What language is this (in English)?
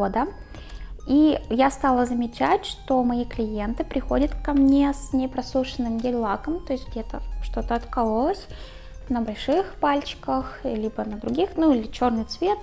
Russian